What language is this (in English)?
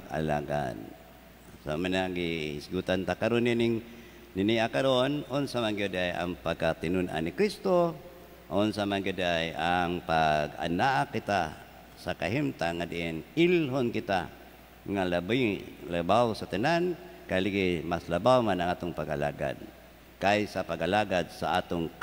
Cebuano